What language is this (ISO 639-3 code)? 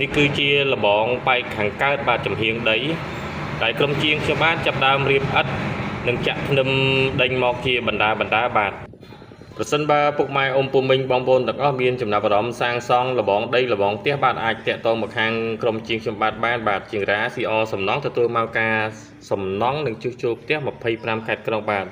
khm